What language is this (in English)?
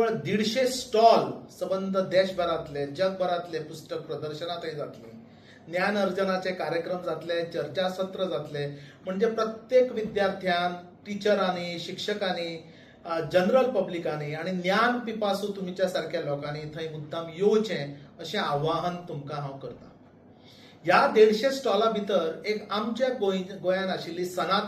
Konkani